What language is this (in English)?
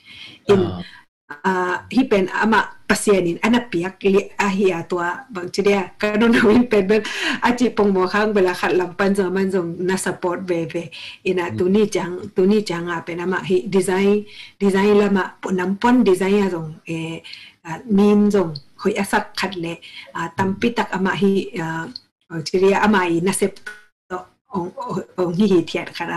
Tedim Chin